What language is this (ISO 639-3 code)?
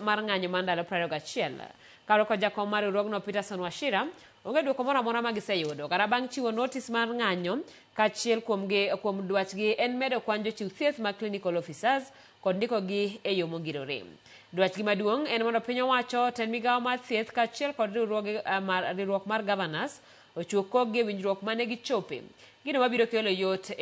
luo